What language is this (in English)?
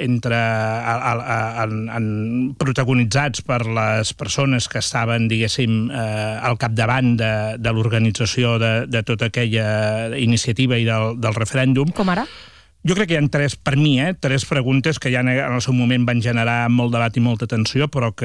Catalan